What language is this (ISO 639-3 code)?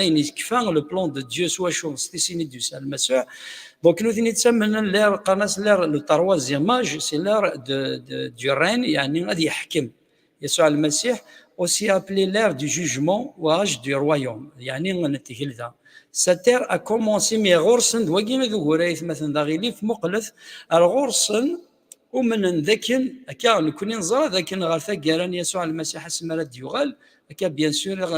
kab